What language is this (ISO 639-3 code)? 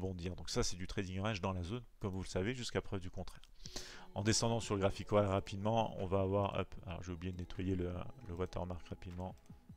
fra